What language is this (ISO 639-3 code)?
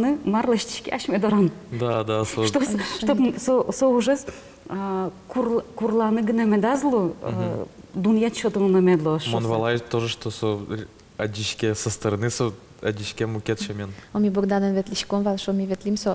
udm